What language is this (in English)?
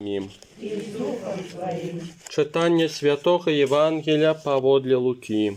Belarusian